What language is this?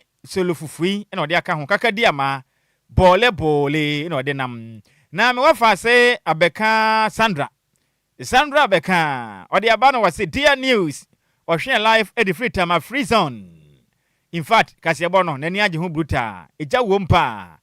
Akan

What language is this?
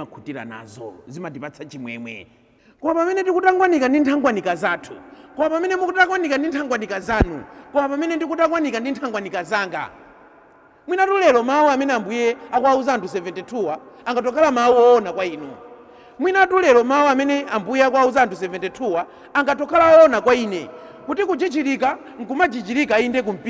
Nyanja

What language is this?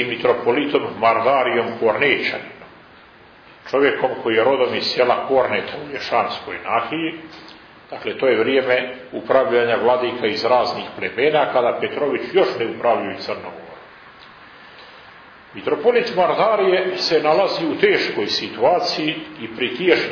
Serbian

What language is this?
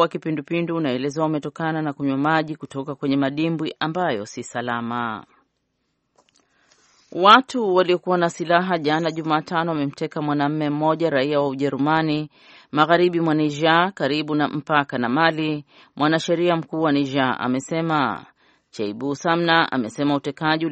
Swahili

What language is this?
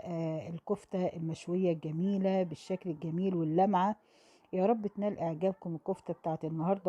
Egyptian Arabic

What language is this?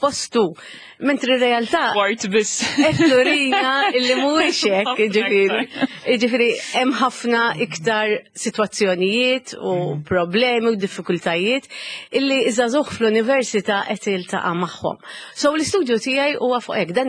Maltese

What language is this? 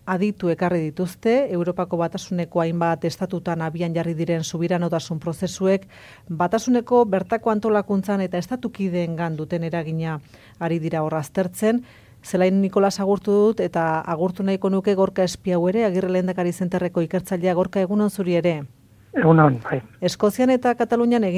Basque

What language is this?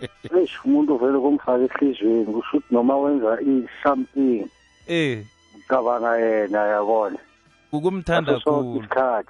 South Ndebele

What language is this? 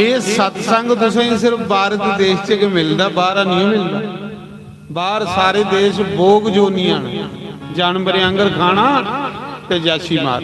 Dogri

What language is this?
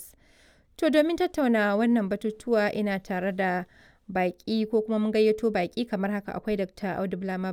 Hausa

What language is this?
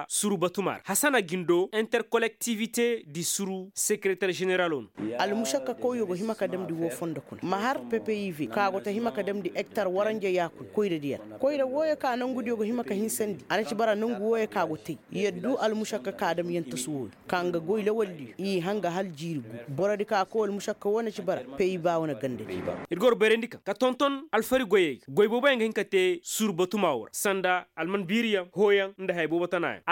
Koyraboro Senni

